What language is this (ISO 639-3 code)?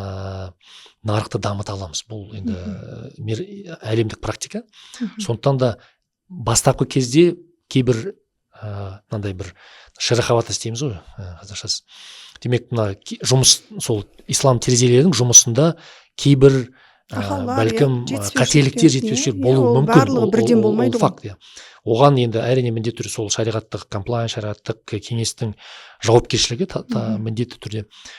kaz